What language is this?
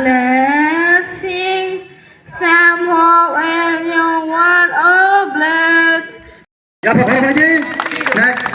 Kok Borok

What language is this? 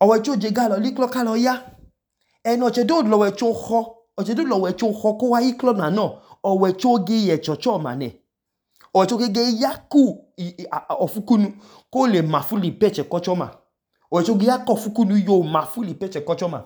Idoma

